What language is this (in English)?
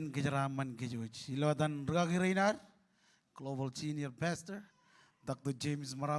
Marshallese